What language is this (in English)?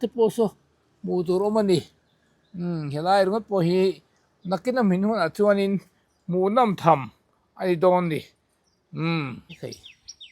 Mizo